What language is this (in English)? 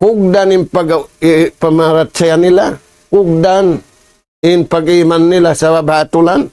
Tausug